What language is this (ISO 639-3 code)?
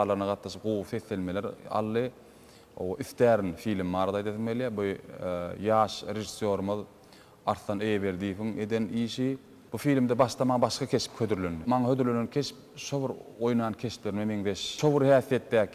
tuk